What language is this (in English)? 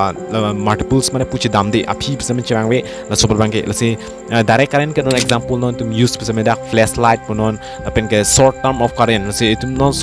Karbi